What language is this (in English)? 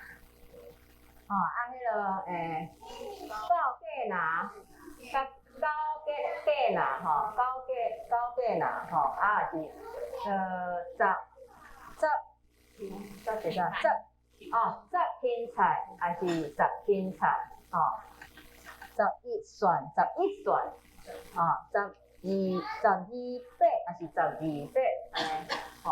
Min Nan Chinese